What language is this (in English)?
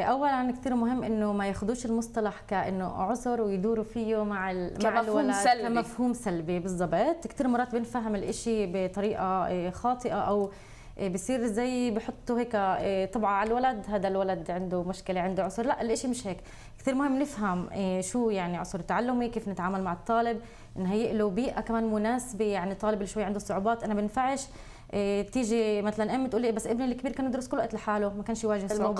South Levantine Arabic